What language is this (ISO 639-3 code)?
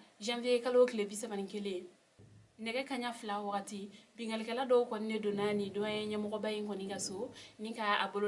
bam